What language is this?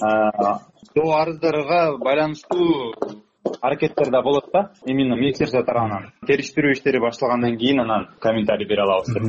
Kyrgyz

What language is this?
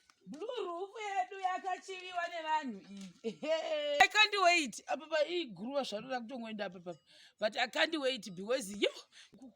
Shona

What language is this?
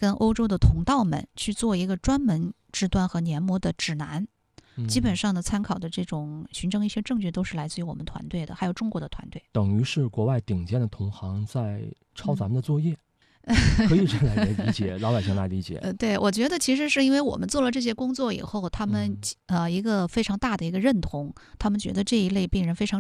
Chinese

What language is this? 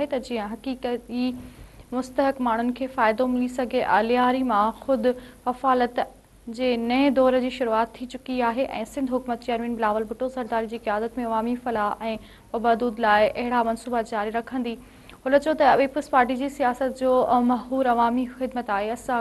Sindhi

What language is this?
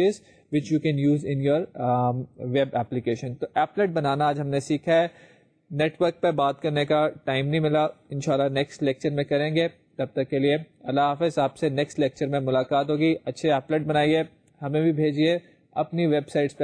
Urdu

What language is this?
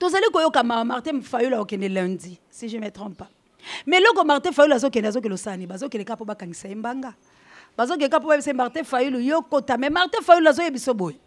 Lingala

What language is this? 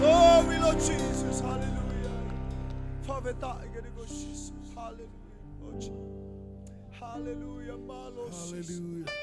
Tongan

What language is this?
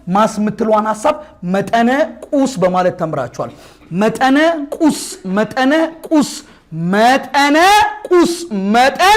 Amharic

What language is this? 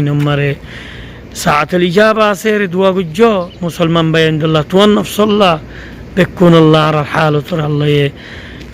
Rohingya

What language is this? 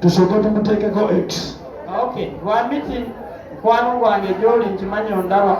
Ganda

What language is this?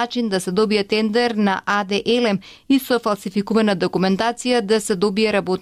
Macedonian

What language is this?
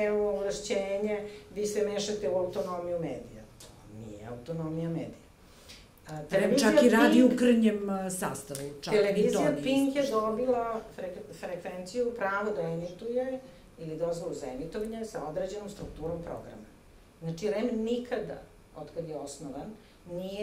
Serbian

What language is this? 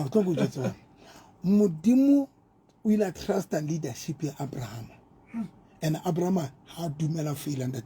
Southern Sotho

